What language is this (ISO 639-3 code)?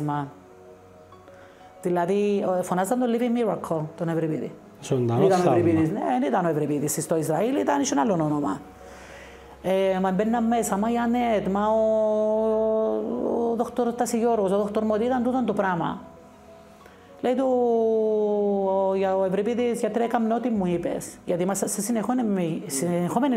ell